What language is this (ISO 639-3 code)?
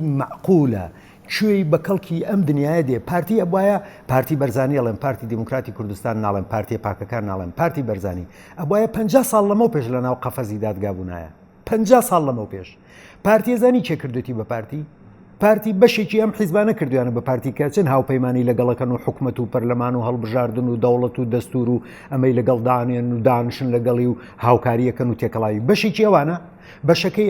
ckb